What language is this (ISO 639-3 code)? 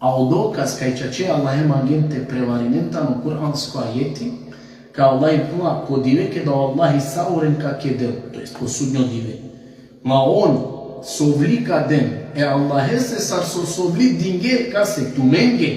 rmn